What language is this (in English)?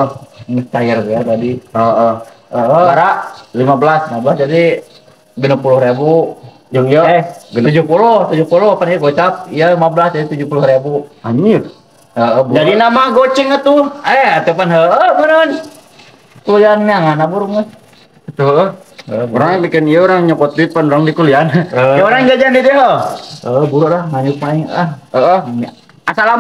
Sundanese